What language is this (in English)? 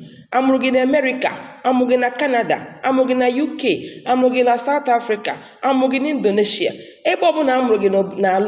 Igbo